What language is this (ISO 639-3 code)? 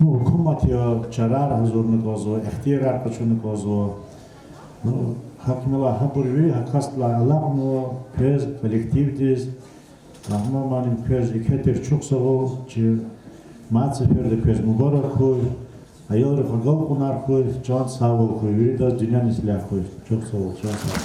lez